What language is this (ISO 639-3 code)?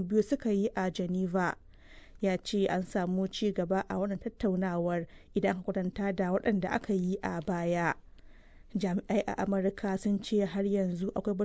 hau